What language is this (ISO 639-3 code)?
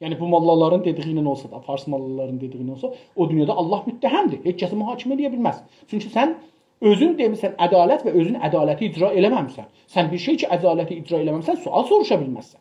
azb